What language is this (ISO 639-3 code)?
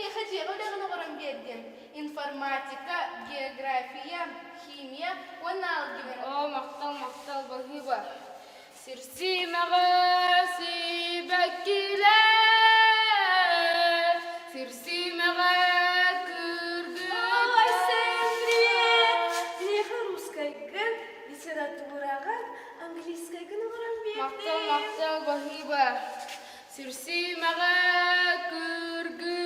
sah